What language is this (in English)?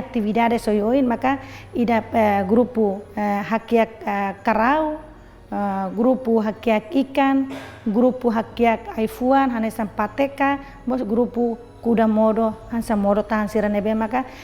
Tetum